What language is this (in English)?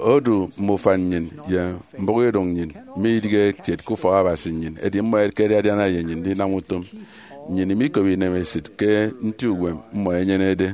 Efik